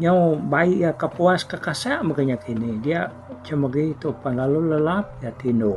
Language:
Iban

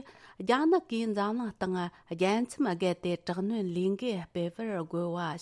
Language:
Tibetan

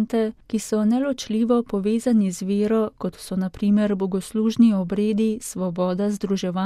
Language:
Slovenian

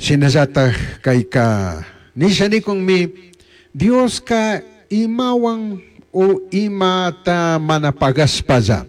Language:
Chimborazo Highland Quichua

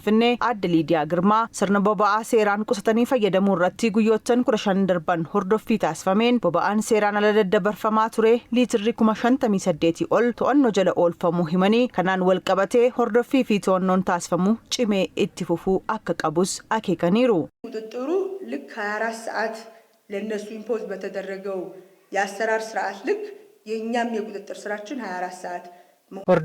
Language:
Oromo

